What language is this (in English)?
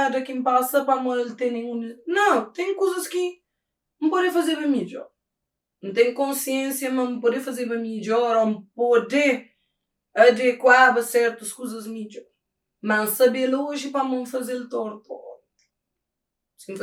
Kabuverdianu